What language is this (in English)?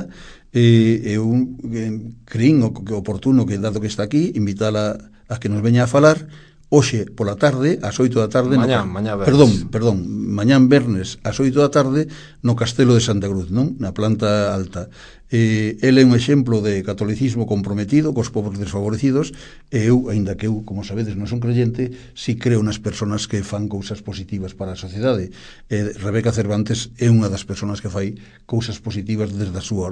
Galician